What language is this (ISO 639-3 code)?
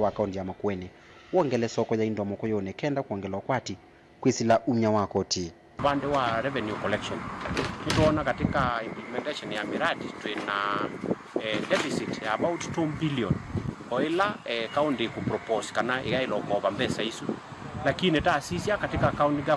kam